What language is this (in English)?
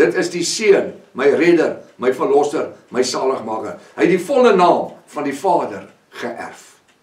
Afrikaans